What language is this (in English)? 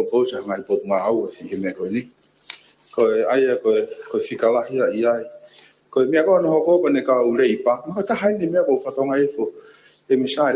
Tongan